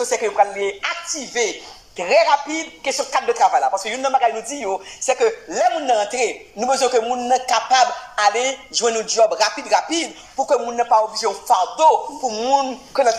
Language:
Haitian Creole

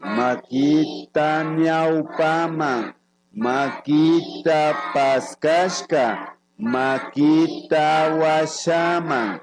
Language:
Imbabura Highland Quichua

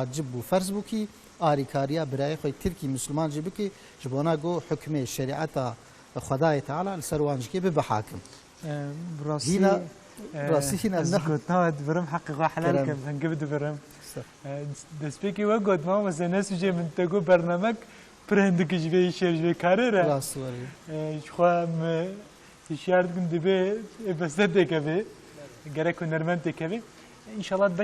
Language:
Kurdish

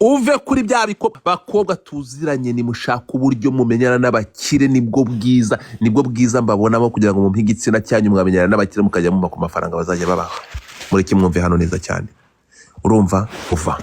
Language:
Kinyarwanda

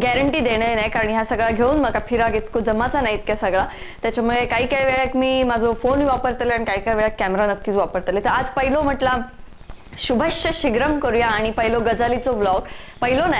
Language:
Marathi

